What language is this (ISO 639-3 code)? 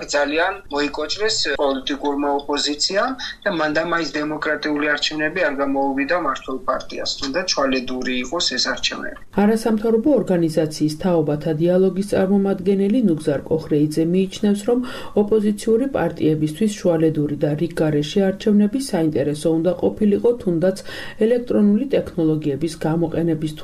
kat